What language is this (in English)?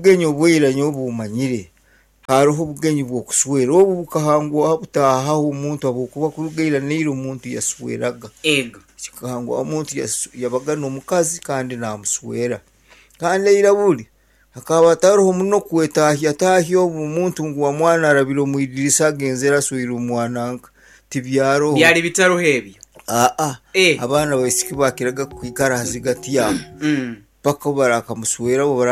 Nyankole